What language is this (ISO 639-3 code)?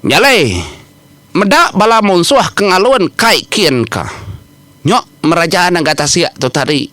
iba